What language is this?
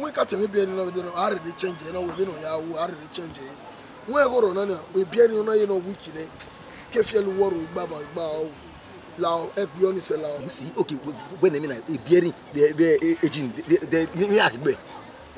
Bini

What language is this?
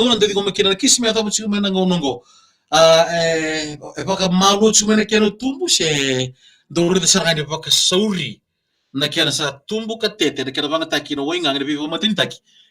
Fijian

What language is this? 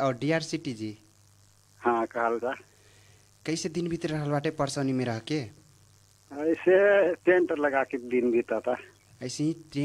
Bhojpuri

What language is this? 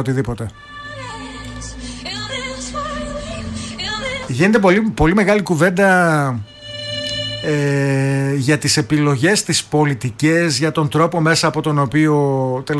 Greek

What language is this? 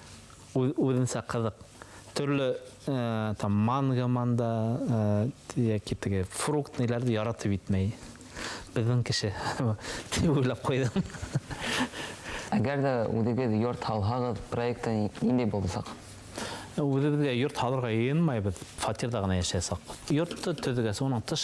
Bashkir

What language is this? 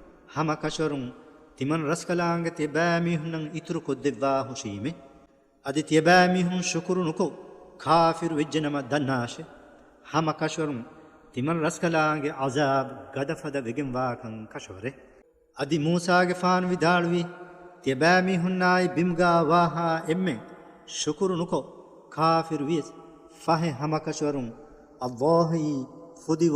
Divehi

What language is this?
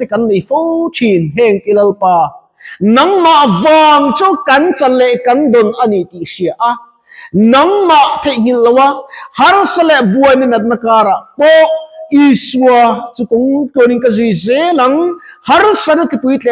Mizo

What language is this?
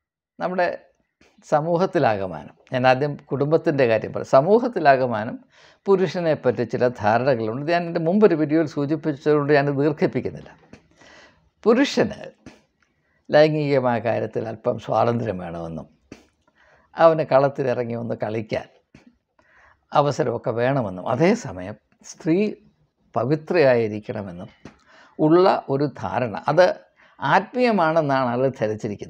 Malayalam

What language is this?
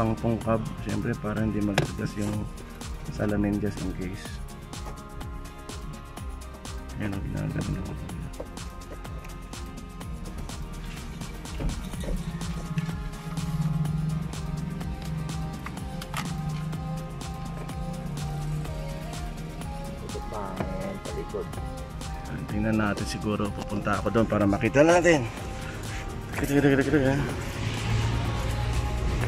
Filipino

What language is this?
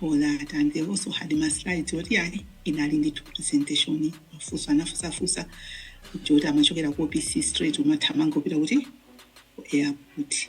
Nyanja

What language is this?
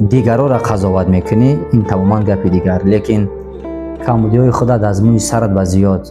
Tajik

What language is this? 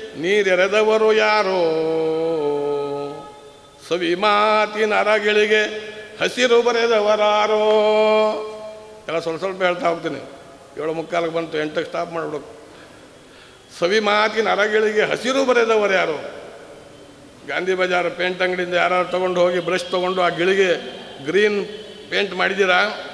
Kannada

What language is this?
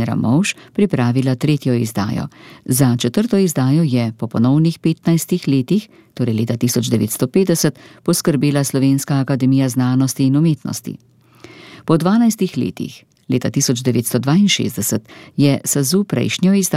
Slovenian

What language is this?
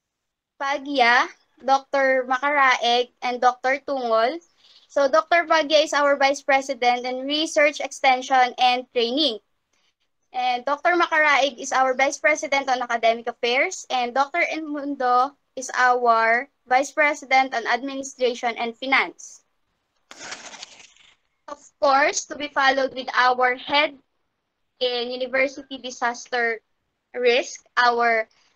Filipino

